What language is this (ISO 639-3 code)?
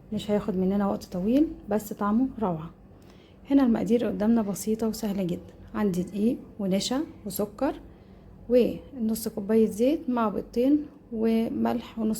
arz